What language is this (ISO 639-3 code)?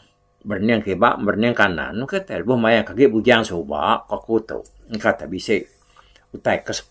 iba